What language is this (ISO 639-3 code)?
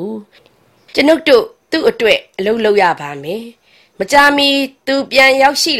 mya